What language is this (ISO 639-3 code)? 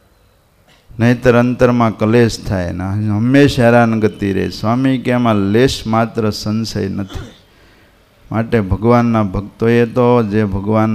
guj